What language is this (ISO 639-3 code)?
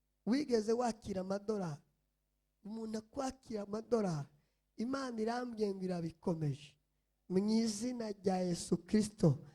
run